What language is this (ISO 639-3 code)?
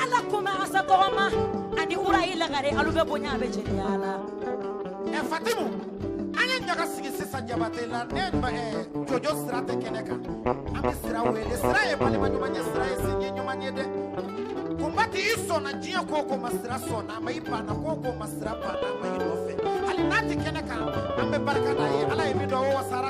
bam